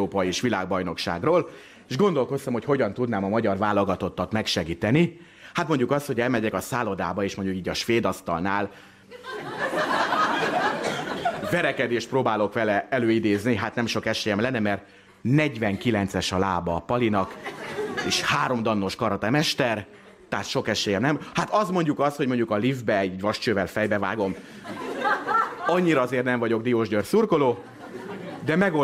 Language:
Hungarian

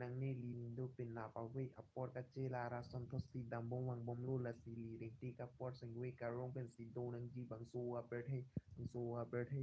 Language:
Karbi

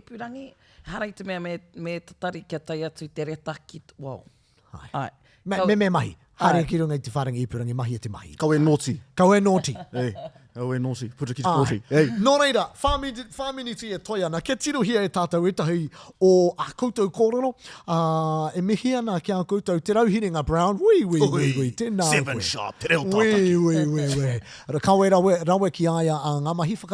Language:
Māori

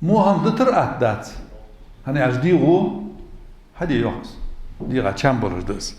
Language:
Ingush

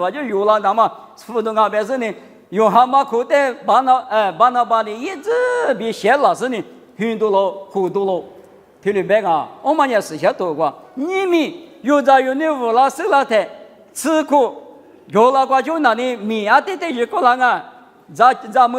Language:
Lisu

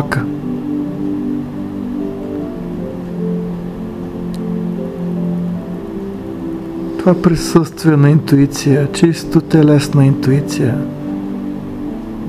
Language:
Bulgarian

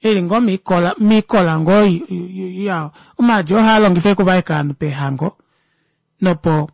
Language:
Kuanyama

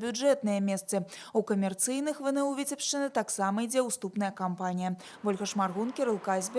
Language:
Belarusian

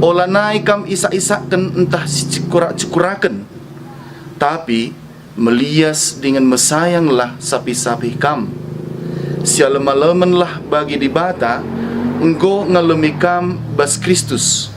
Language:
Batak Karo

